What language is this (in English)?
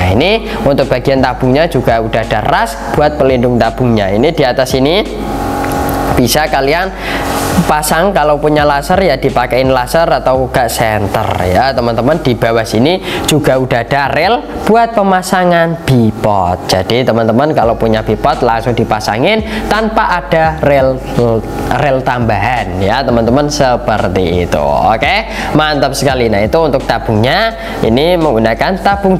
Indonesian